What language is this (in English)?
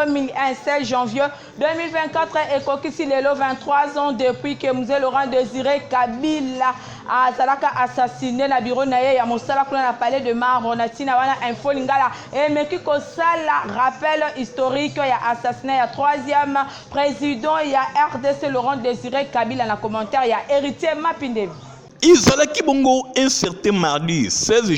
Lingala